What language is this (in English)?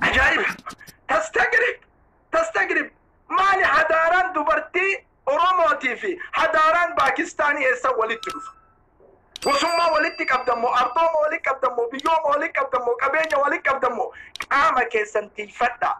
Oromo